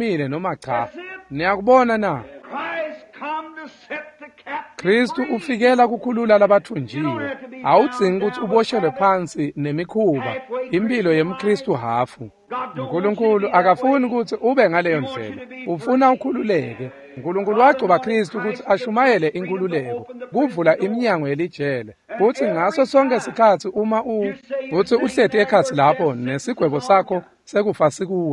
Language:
Swati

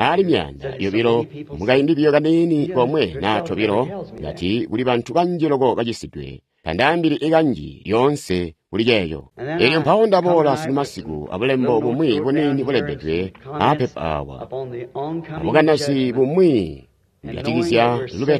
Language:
Tonga (Zambia)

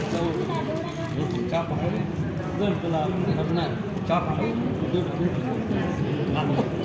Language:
Gujarati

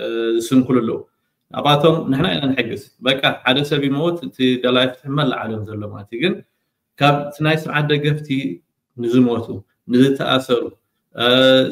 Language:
Tigrinya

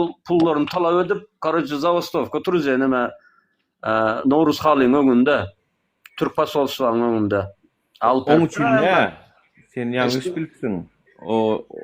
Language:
Turkmen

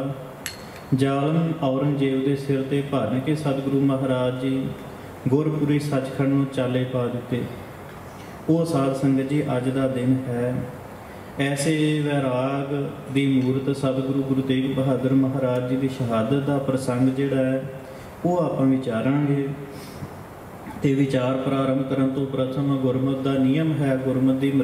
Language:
Punjabi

